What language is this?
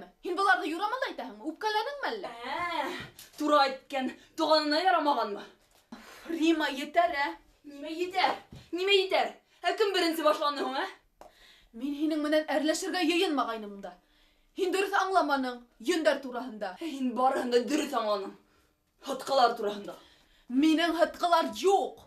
Bashkir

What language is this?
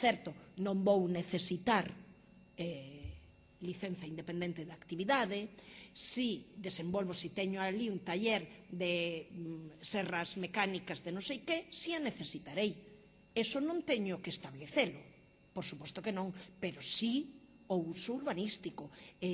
Galician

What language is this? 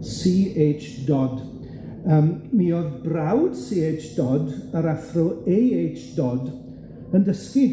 Welsh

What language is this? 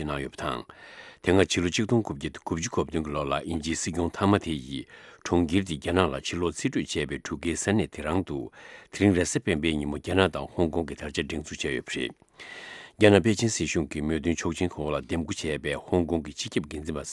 Tibetan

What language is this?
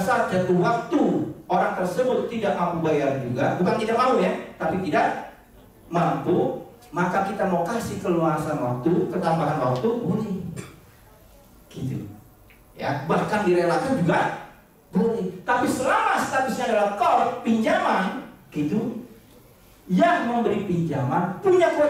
Indonesian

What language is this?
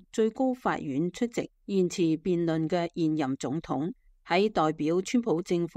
Cantonese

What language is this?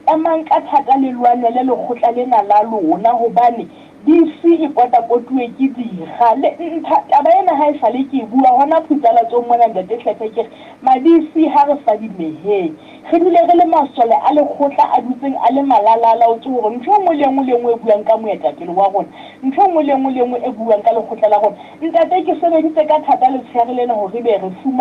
Southern Sotho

